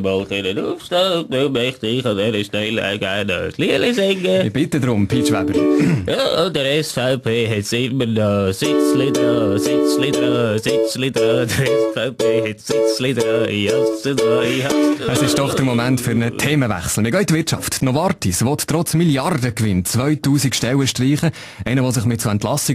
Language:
Swiss German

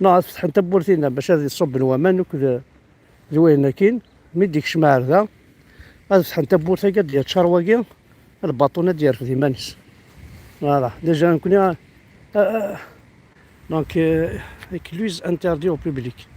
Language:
Kabyle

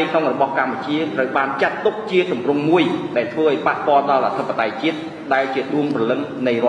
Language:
Khmer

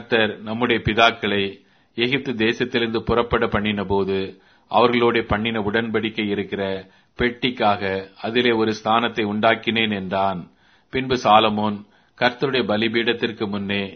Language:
Tamil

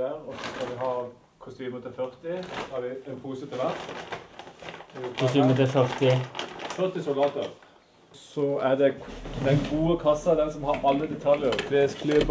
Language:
Norwegian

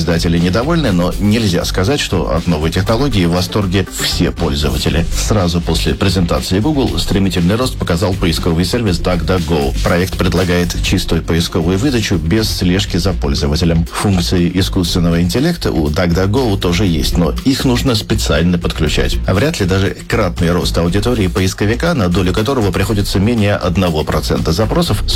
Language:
Russian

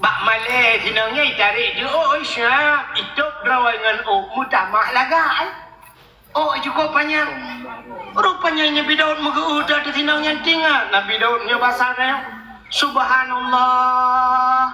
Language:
Achinese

